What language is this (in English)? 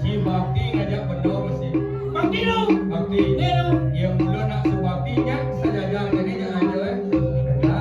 Balinese